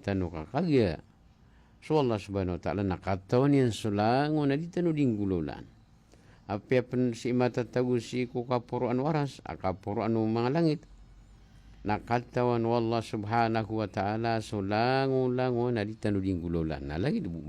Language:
Maranao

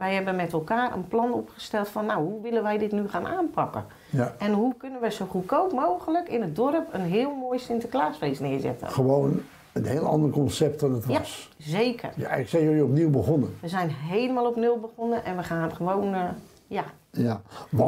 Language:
Dutch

